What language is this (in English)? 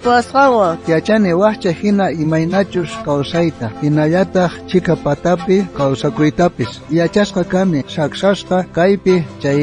South Bolivian Quechua